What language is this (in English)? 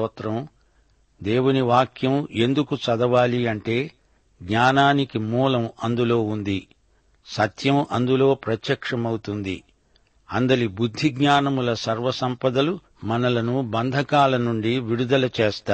Telugu